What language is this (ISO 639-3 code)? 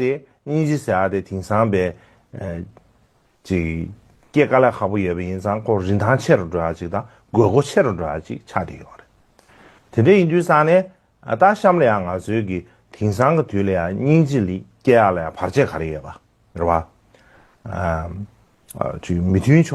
bod